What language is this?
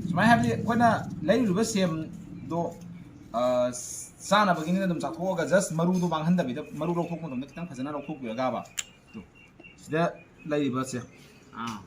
Manipuri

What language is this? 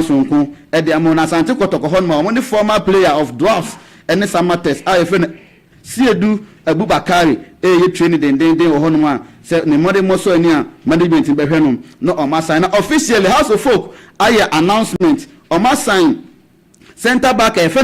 Akan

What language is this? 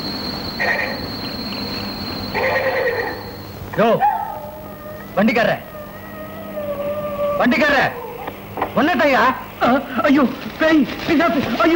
Tamil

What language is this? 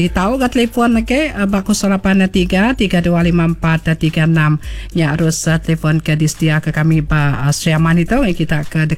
Iban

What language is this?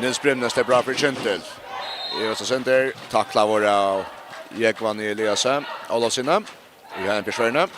Faroese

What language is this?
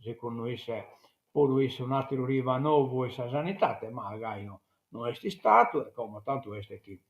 Sardinian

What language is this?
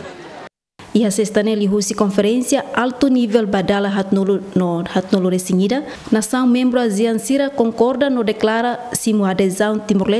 Tetum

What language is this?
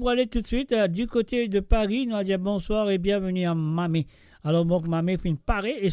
Morisyen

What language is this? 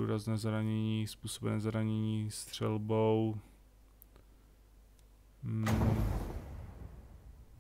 Czech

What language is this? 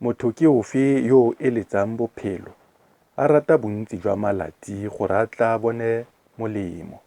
Tswana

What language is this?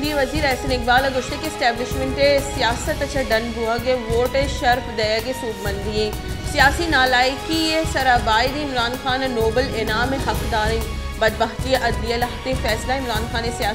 Baluchi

